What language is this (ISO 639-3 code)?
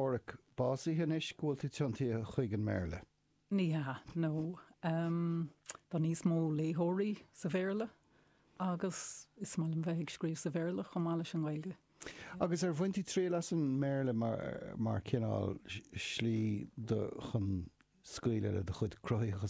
gle